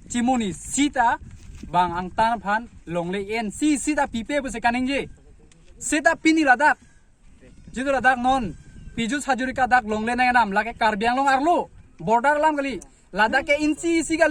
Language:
Karbi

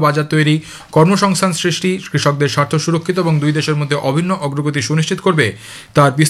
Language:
Bangla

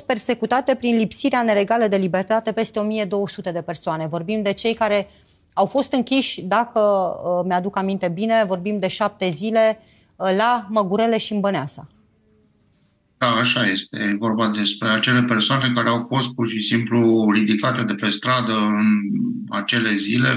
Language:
Romanian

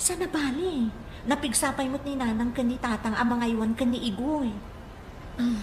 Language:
Iloko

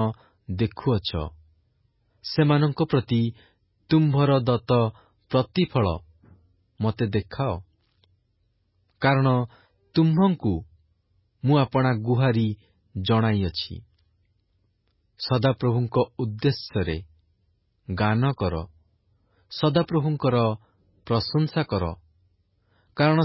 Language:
Odia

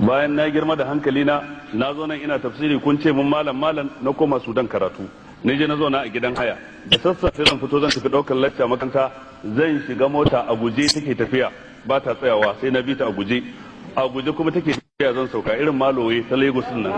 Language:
Hausa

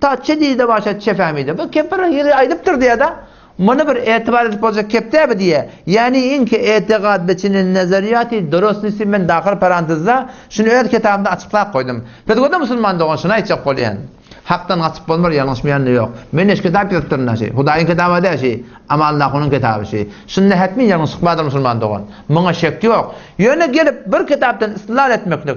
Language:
Turkmen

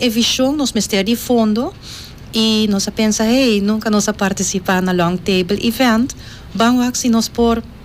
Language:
Papiamento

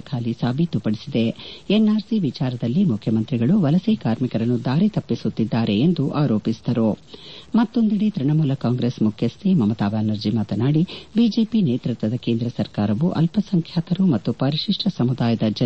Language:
Kannada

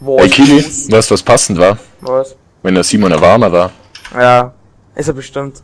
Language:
Bavarian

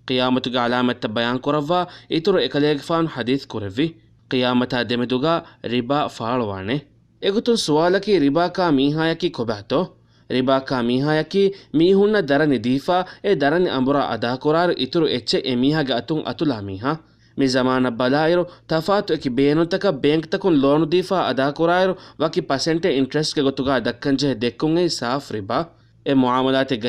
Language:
Divehi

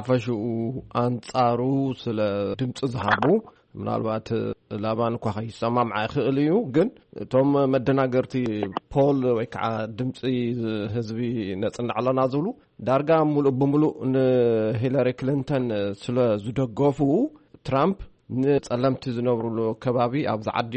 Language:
Tigrinya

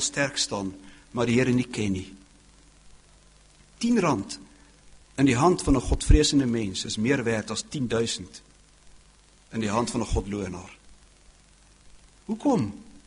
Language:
Afrikaans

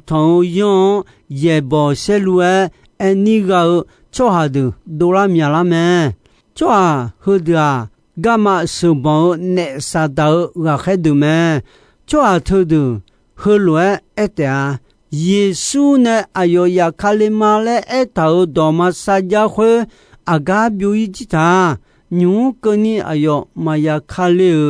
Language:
Akha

